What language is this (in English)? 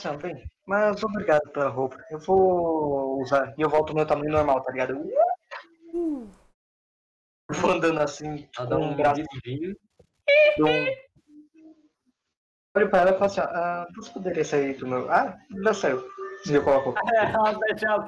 Portuguese